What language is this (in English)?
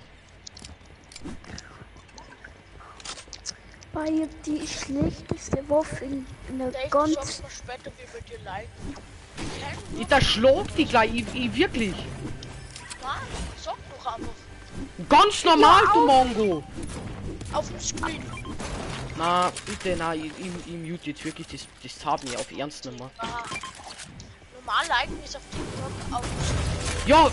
German